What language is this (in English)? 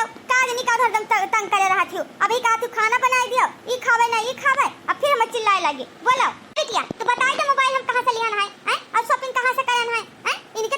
Awadhi